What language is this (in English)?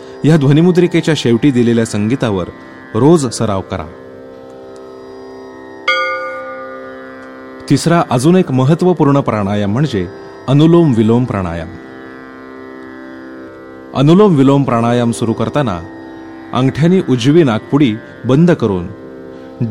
Marathi